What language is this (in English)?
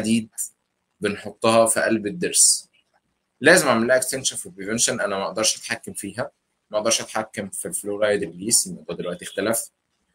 Egyptian Arabic